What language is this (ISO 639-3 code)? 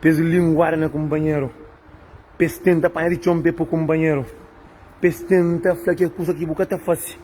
kea